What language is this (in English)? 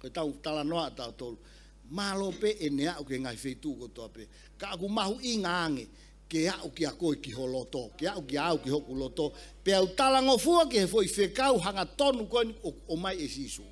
Tongan